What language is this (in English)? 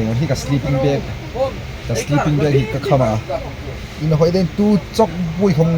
Hmar